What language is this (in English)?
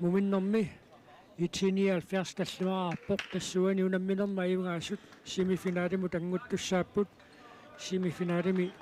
Kalaallisut